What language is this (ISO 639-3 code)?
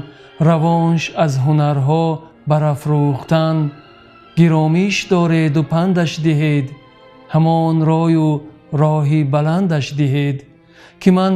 tgk